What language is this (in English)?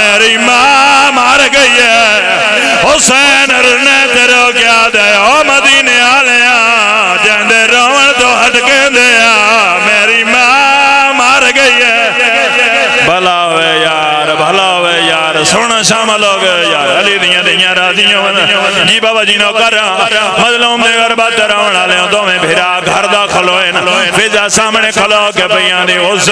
Pahari-Potwari